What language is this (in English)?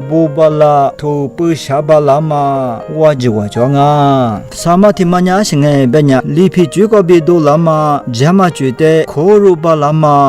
Lisu